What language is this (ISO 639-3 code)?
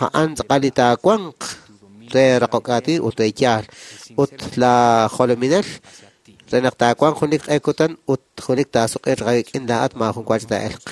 kek